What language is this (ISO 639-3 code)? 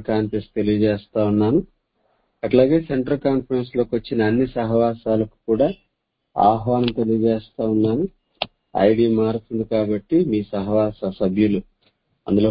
tel